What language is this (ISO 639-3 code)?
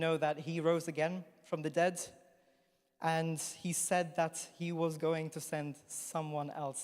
eng